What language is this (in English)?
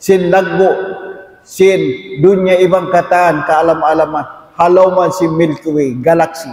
Tausug